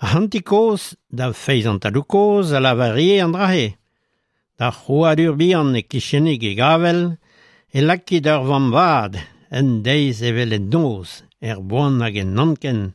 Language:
Breton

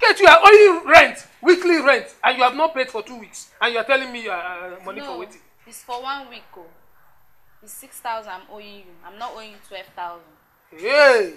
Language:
Nigerian Pidgin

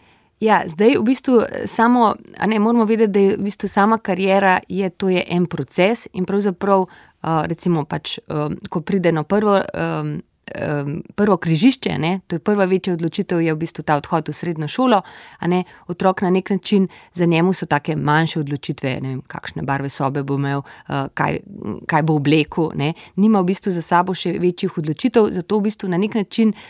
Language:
Slovenian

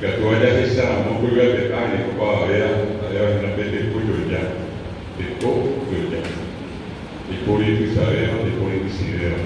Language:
Guarani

